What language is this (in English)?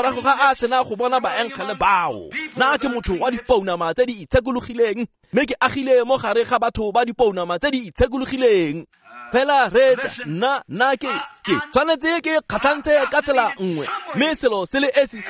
Tswana